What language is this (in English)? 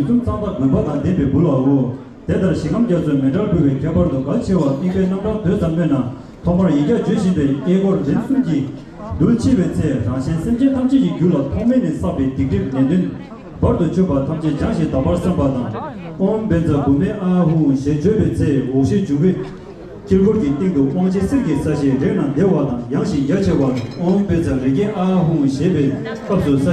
Tibetan